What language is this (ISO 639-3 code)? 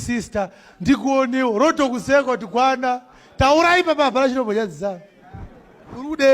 sna